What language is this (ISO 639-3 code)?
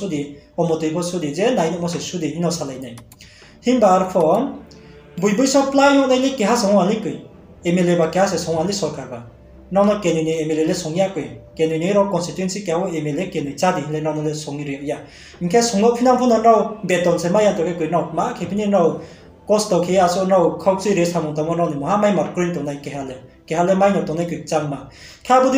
ria